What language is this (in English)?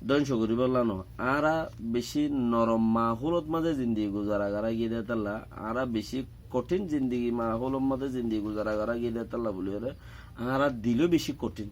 Rohingya